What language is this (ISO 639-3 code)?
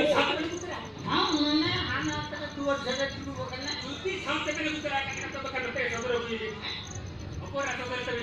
sat